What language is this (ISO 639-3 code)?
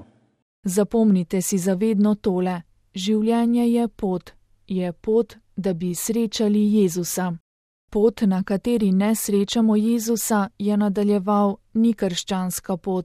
slv